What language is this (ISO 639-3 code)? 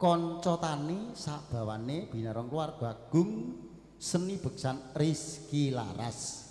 jav